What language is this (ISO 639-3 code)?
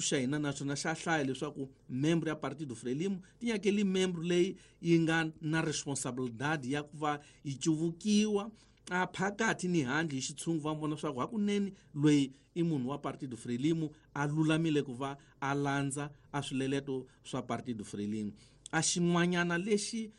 tso